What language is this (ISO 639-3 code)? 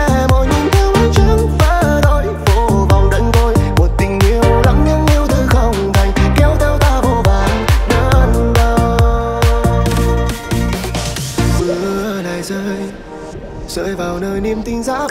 vie